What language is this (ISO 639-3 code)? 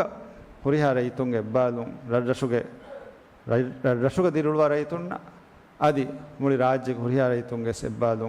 div